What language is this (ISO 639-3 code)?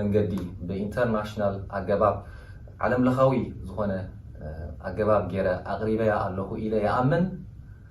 tir